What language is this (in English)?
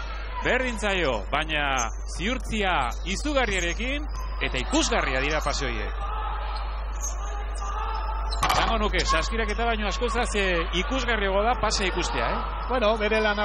Basque